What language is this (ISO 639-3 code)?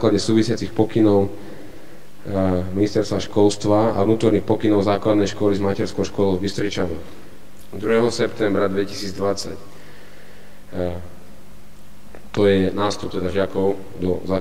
slk